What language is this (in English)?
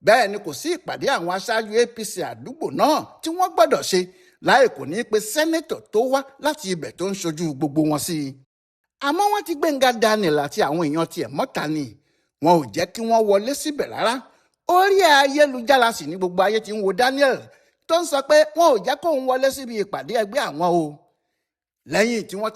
Yoruba